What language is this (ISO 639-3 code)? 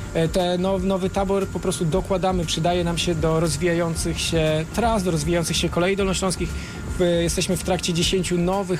pol